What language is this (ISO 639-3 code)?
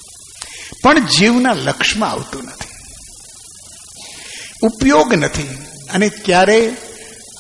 guj